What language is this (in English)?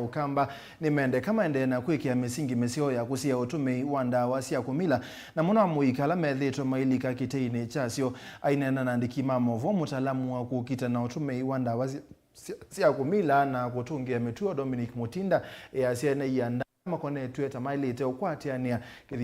Kamba